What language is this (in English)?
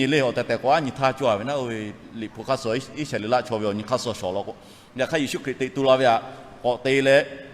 Lahu